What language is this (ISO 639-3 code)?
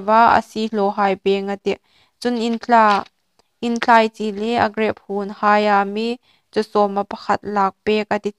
hmr